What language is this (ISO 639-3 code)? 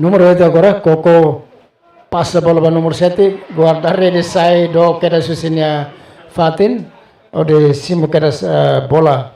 tet